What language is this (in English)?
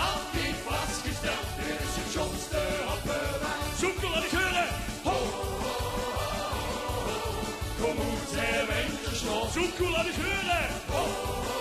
Limburgish